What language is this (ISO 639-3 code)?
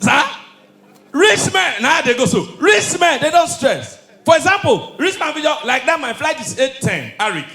pcm